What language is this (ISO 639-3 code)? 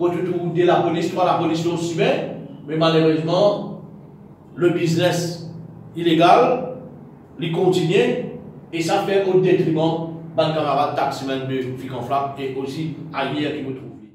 mfe